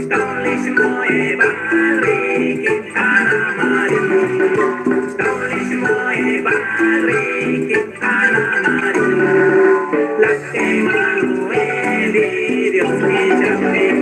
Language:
Kekchí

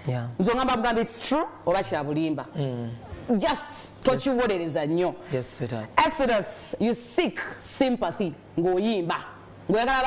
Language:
Ganda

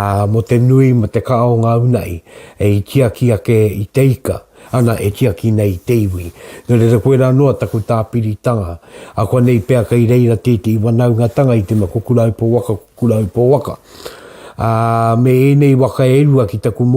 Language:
Māori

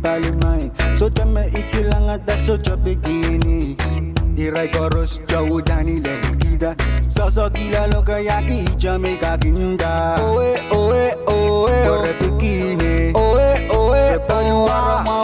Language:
Pohnpeian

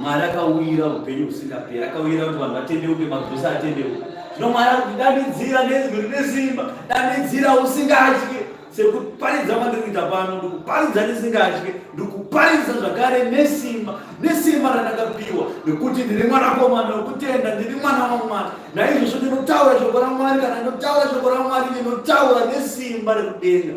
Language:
Shona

